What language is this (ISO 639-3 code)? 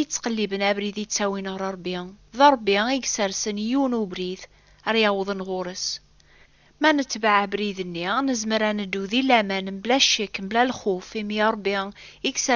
kab